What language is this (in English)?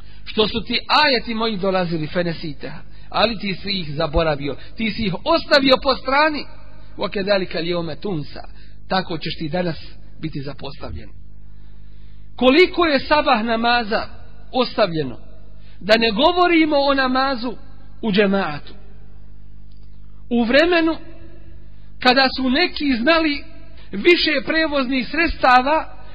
Bosnian